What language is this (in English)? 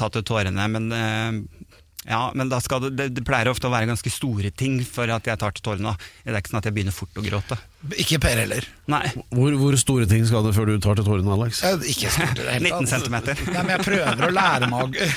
Norwegian